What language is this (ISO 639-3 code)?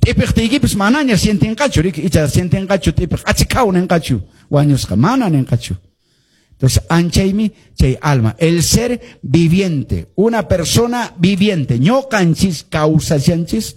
que